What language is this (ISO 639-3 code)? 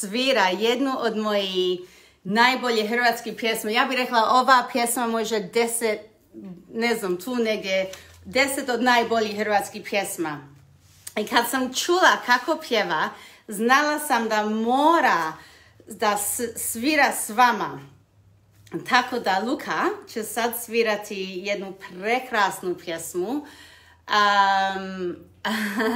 hrv